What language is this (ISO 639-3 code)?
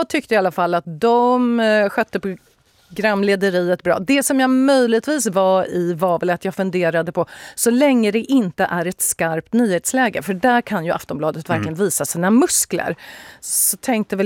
swe